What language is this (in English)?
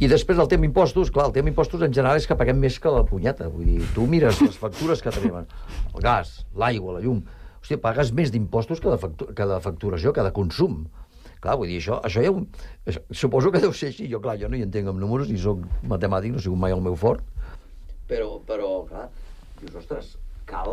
Catalan